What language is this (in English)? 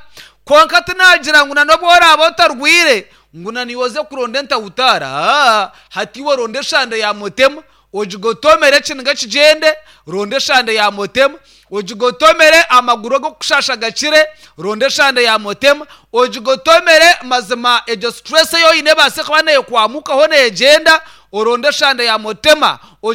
Nyankole